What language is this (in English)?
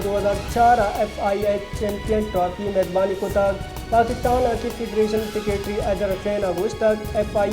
Baluchi